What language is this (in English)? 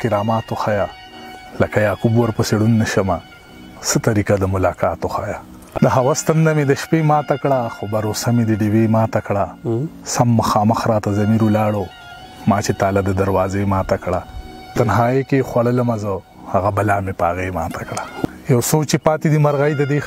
Pashto